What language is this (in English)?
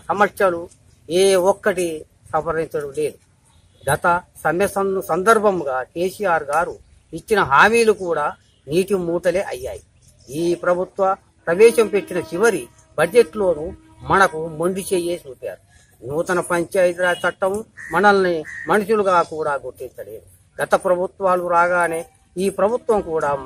Telugu